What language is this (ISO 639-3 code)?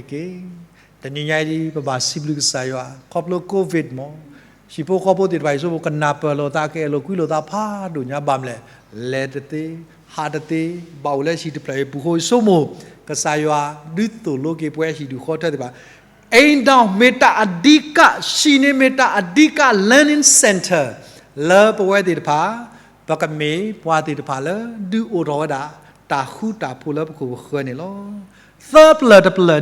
ksw